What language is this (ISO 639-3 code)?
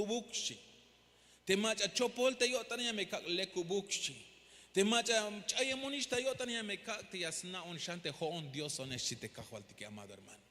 tzh